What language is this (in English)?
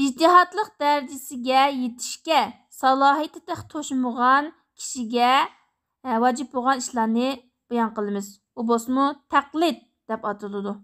Uyghur